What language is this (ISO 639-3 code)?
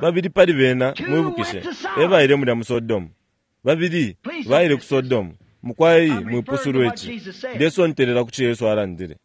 bem